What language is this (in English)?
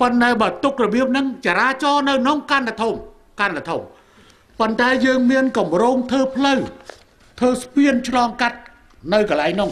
Khmer